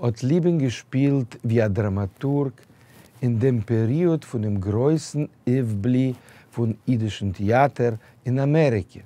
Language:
Yiddish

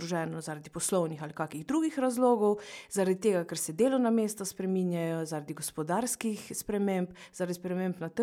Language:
Slovenian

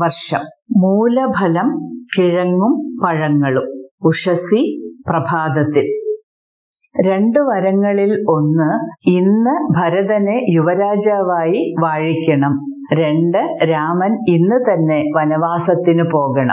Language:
Malayalam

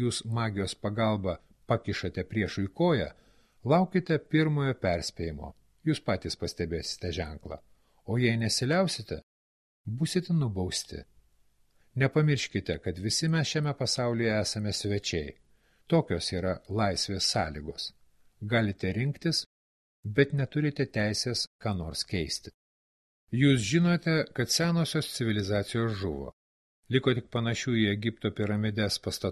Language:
Lithuanian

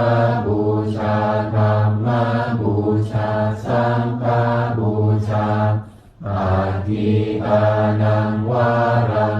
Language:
Pali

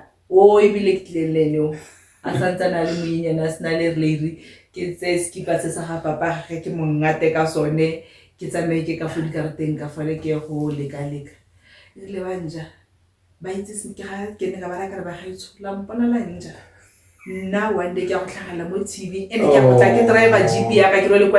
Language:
Tswana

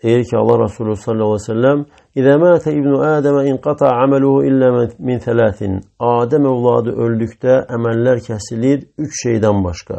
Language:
Azerbaijani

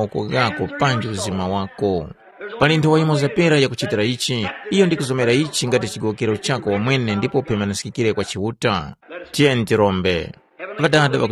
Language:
Tumbuka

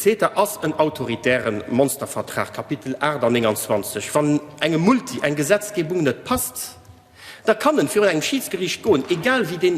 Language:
Luxembourgish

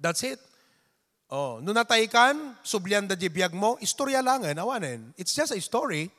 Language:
Iloko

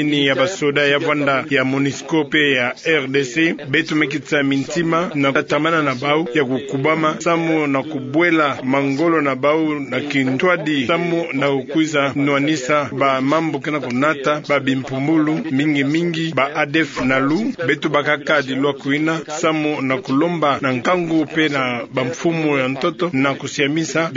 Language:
Kituba (Democratic Republic of Congo)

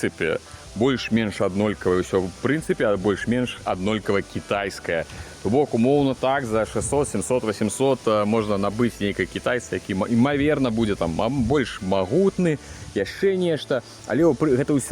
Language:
Belarusian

